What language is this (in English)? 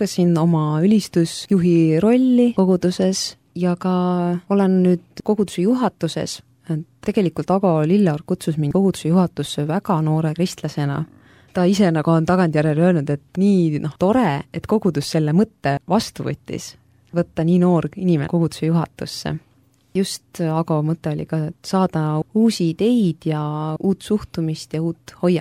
Estonian